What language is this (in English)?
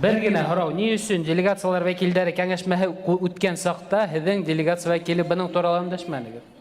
Bashkir